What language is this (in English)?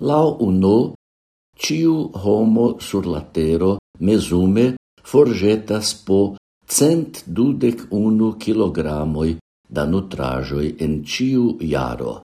Esperanto